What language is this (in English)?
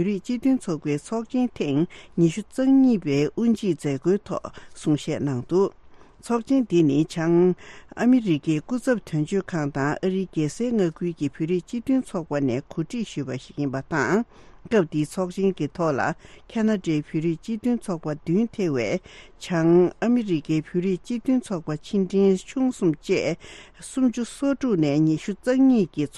Tibetan